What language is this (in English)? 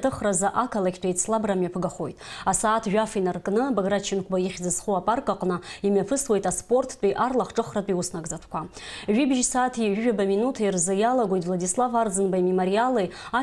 Abkhazian